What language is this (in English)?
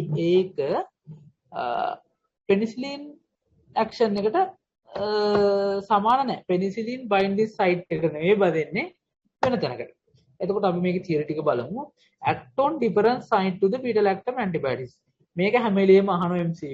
Sinhala